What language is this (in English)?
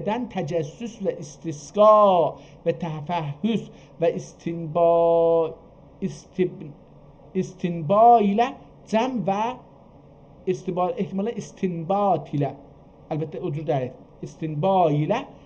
South Azerbaijani